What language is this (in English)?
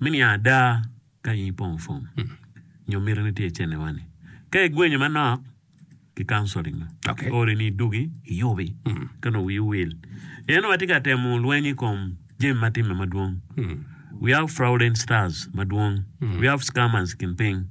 Acoli